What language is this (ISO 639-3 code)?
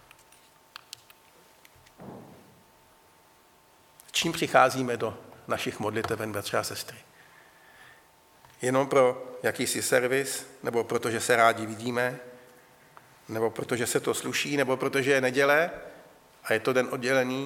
ces